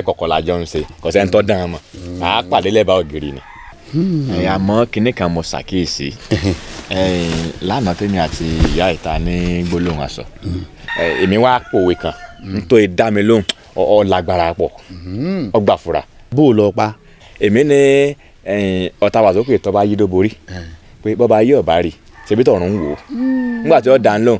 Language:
Yoruba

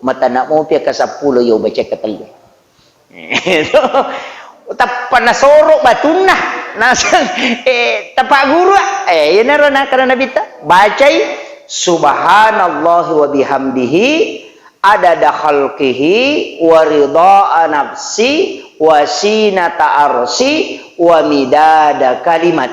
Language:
Buginese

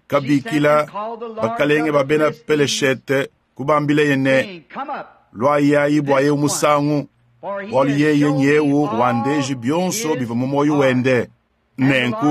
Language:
Luba-Lulua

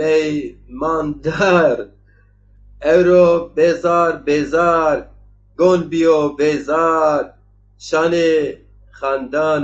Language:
Zaza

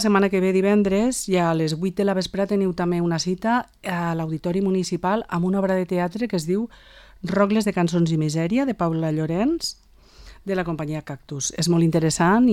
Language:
Catalan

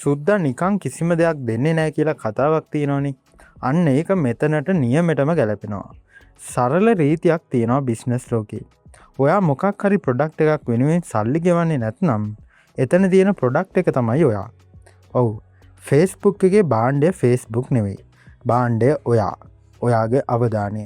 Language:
Sinhala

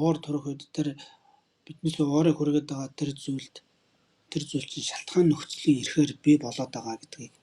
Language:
Mongolian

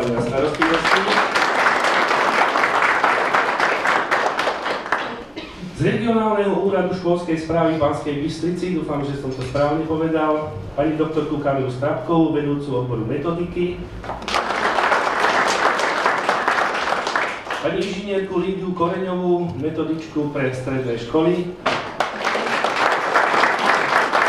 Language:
Slovak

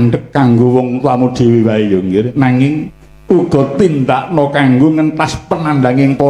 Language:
Javanese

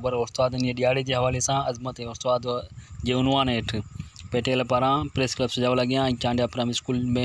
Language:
Sindhi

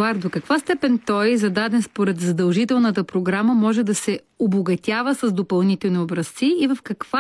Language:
Bulgarian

